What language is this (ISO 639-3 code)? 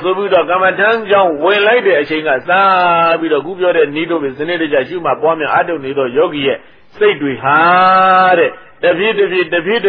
mya